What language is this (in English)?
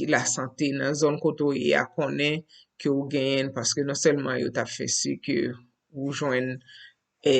Haitian Creole